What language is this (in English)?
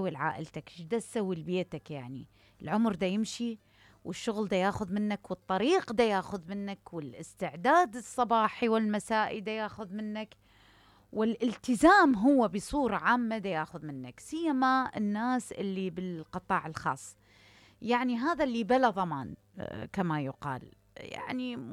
Mesopotamian Arabic